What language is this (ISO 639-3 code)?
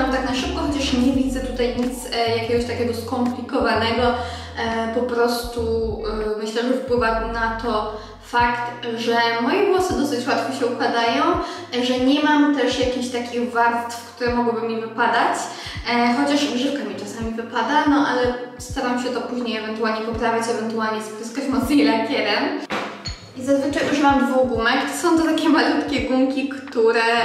pol